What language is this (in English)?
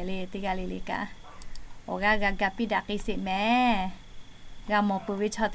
Lahu